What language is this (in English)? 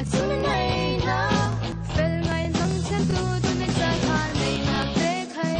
Falam Chin